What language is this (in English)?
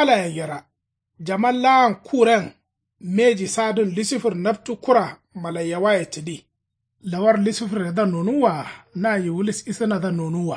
Kanuri